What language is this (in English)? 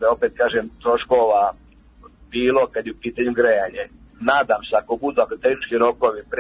Serbian